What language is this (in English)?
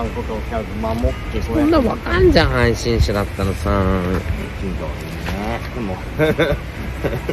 Japanese